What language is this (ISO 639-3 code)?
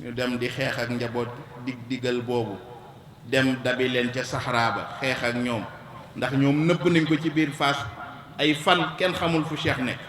wol